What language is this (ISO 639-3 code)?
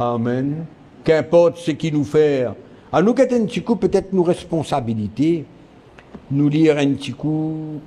mfe